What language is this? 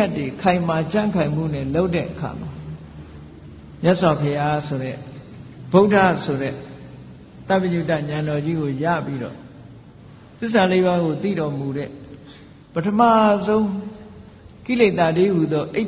Burmese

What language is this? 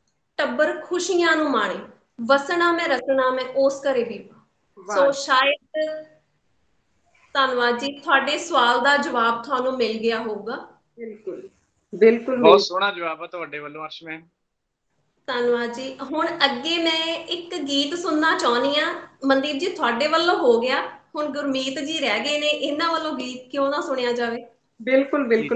Punjabi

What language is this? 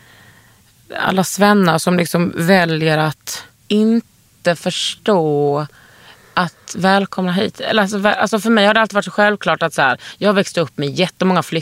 Swedish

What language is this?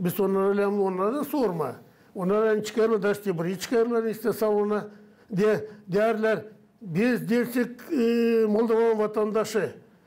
Gagauz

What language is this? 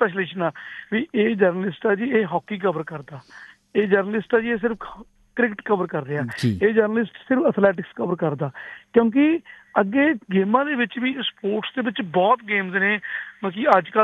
Punjabi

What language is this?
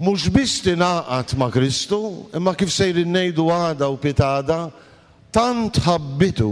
Maltese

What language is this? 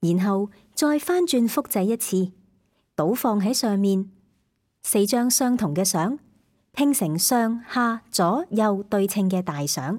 Cantonese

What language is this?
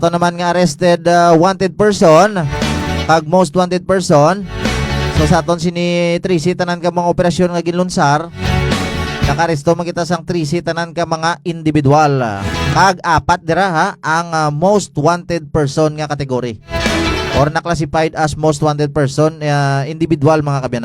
Hiligaynon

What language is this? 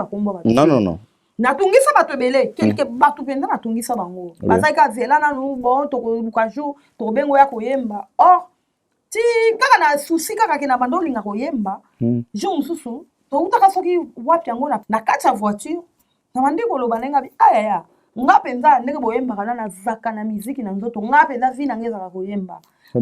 Lingala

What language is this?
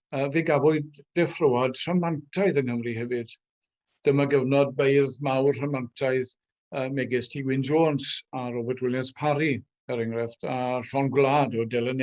Welsh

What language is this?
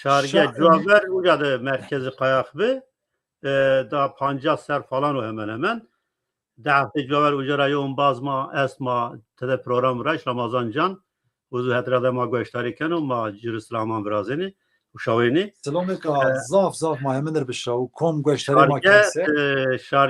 Zaza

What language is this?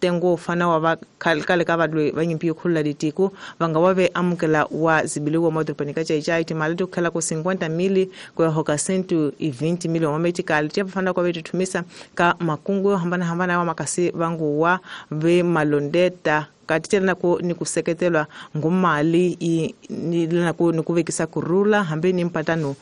Tsonga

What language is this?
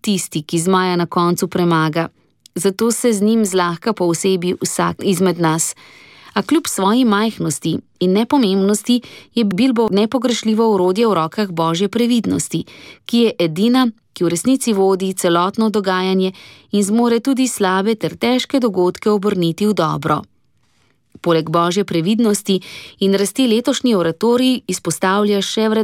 Slovenian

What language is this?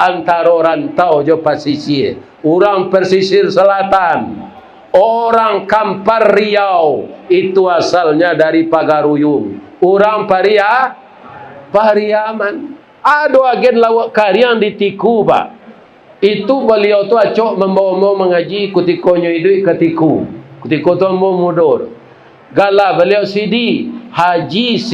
Minangkabau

